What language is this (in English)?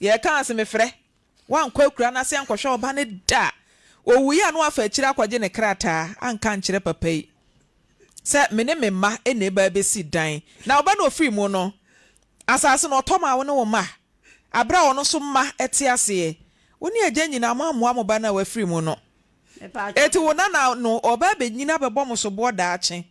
Akan